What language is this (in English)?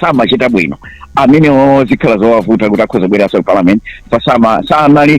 Nyanja